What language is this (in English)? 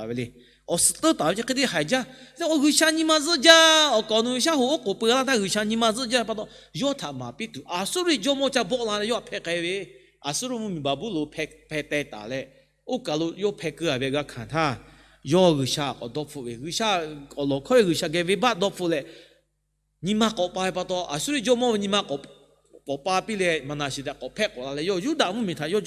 Lahu